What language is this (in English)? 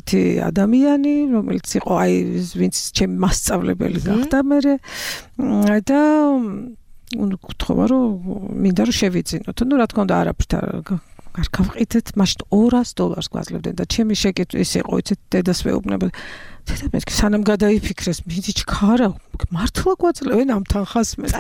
Georgian